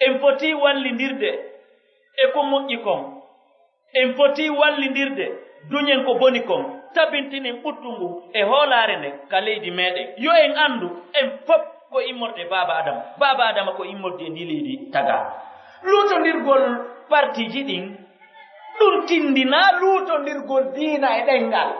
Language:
Pular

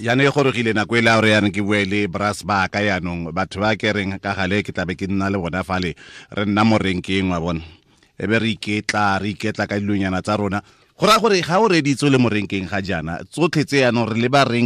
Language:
Tswana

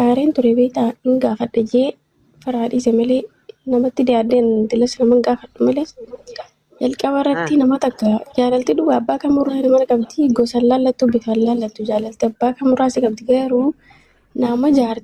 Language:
Oromo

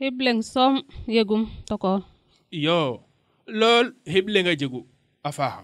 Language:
Serer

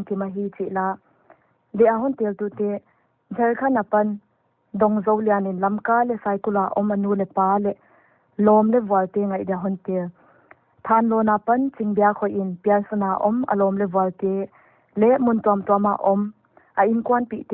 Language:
Paite Chin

